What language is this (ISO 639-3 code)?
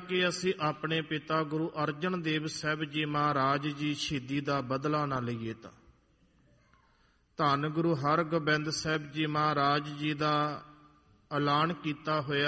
pan